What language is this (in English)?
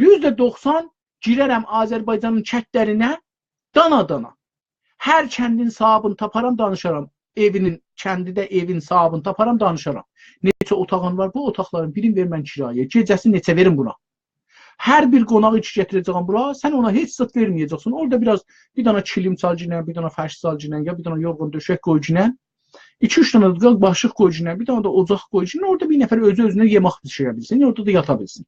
South Azerbaijani